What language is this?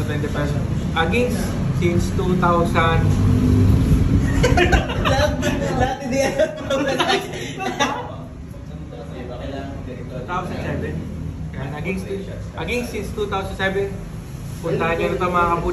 Filipino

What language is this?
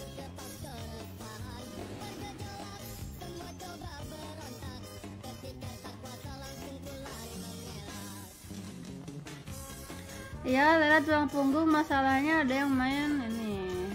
Indonesian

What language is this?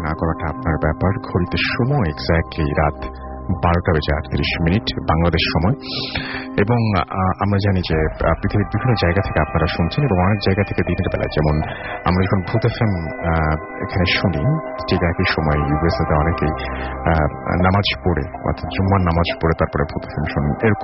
Bangla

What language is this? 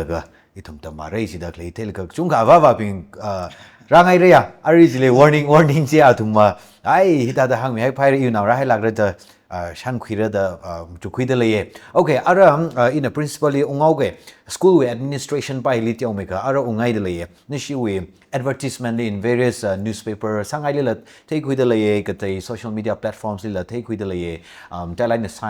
Tangkhul Naga (India)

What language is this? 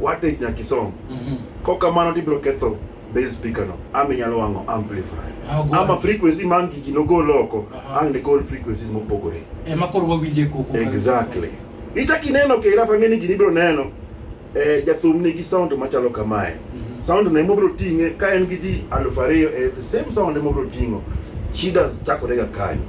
Luo (Kenya and Tanzania)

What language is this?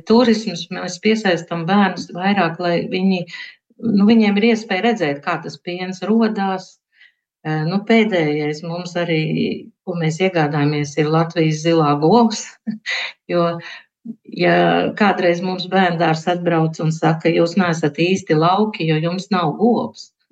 Latvian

